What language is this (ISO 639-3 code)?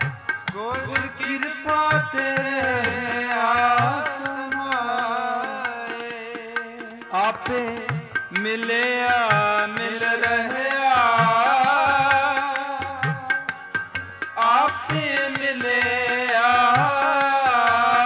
pan